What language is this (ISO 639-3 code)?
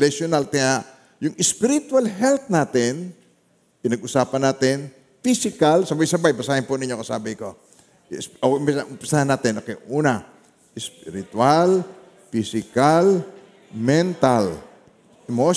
fil